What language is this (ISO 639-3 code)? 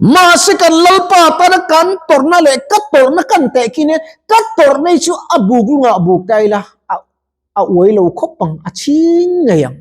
lus